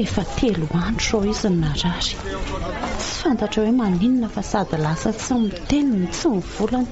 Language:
Malagasy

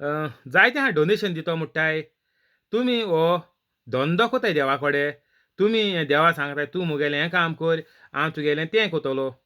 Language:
Konkani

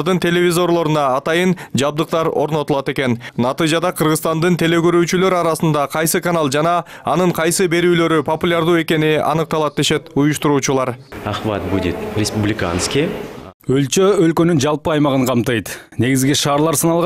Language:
Kyrgyz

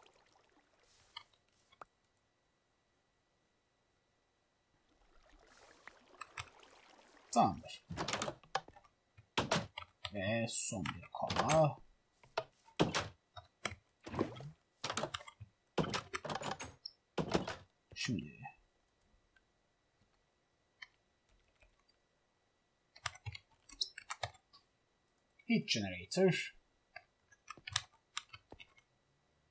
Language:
Turkish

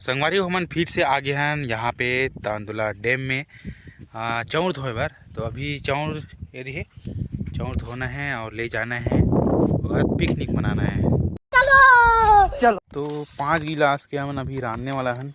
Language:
Chhattisgarhi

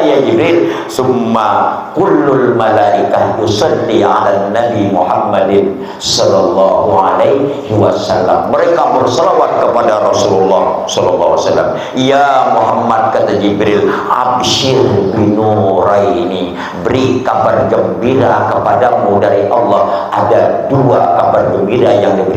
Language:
Banjar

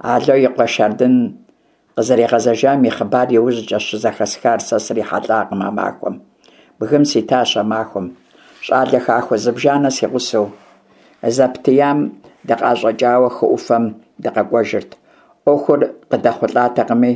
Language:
Kabardian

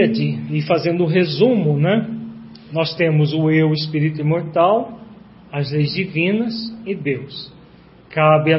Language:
Portuguese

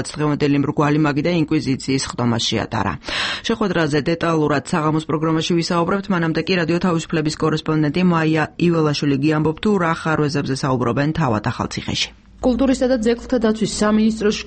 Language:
Georgian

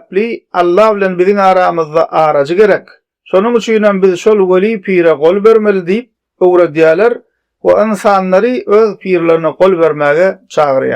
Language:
Turkmen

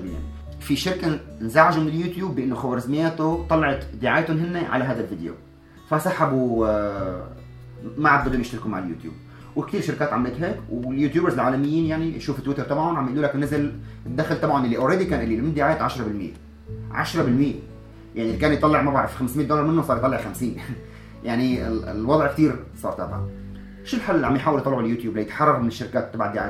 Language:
North Levantine Arabic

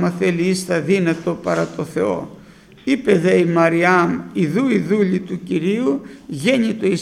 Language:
Greek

